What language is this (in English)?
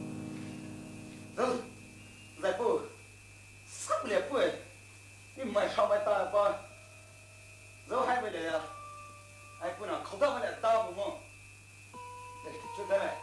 Poumei Naga